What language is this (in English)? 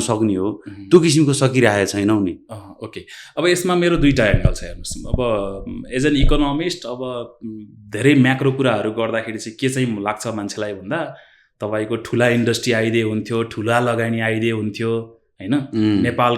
Nepali